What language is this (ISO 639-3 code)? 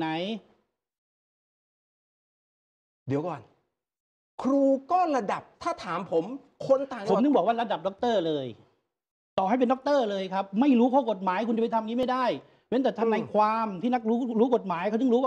tha